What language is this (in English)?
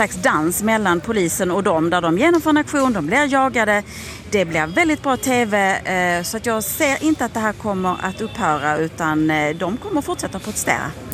Swedish